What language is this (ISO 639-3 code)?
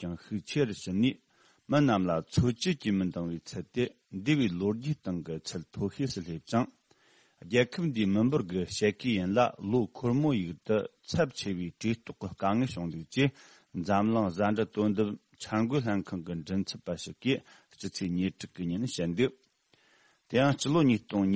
bod